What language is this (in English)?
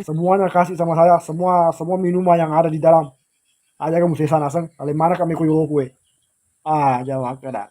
Buginese